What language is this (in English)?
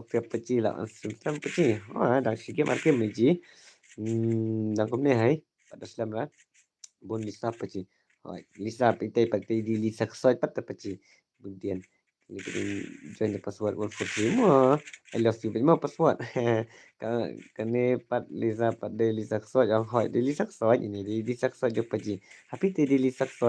Khasi